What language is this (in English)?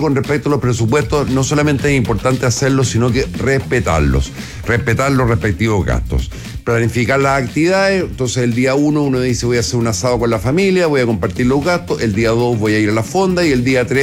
Spanish